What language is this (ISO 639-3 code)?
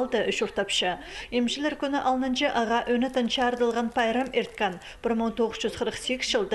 kjh